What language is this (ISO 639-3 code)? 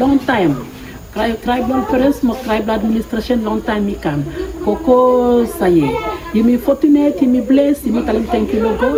bis